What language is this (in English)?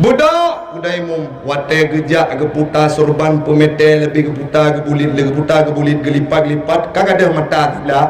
Achinese